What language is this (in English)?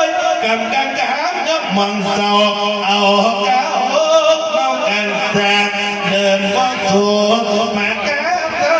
Northeastern Thai